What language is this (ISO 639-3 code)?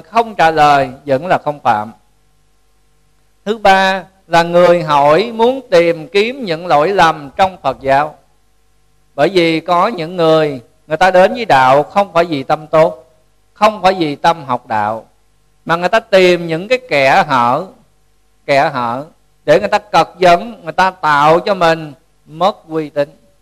vie